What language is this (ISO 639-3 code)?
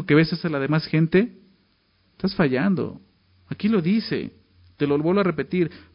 spa